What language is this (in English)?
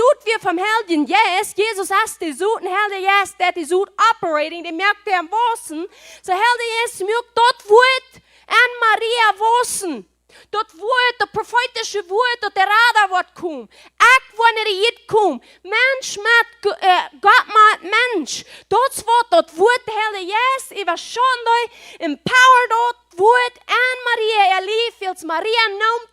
Plautdietsch